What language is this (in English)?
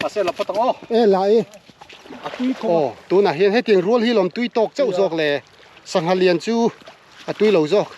Mizo